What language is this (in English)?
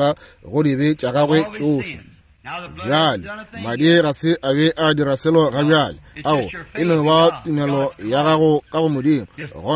Northern Sotho